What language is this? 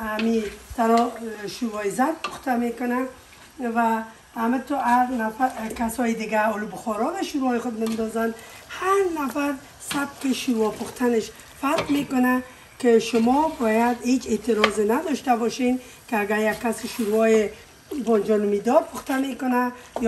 Persian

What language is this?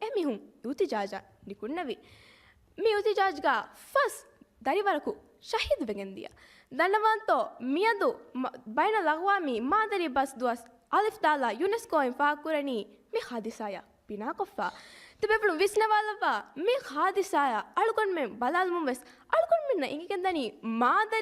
Divehi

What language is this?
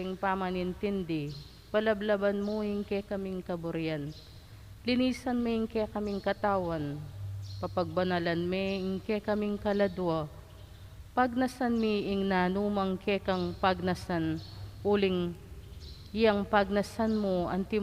Pampanga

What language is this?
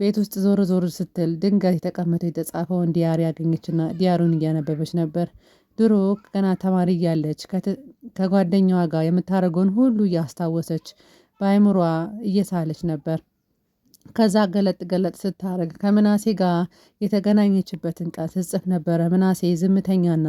Amharic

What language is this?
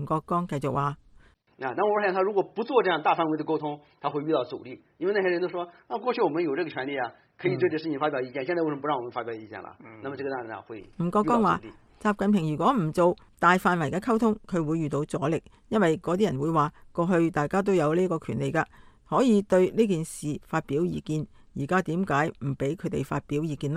Cantonese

